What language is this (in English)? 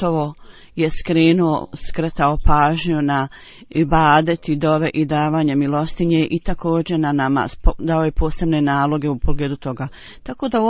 Bosnian